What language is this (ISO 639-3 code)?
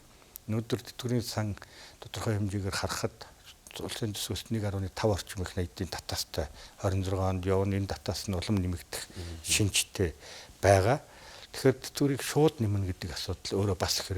mon